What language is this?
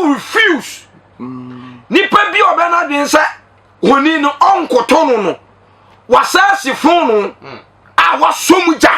Akan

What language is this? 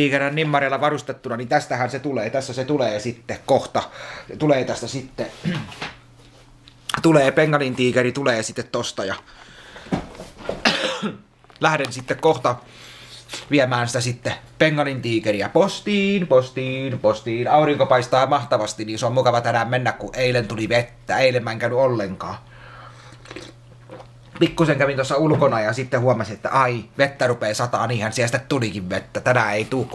Finnish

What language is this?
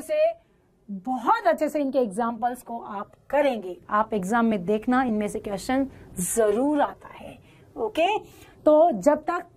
Hindi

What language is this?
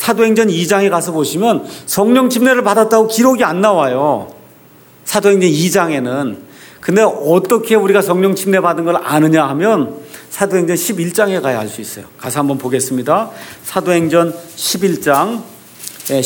Korean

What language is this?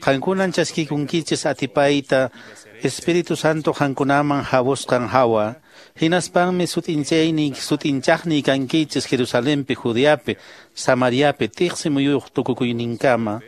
Quechua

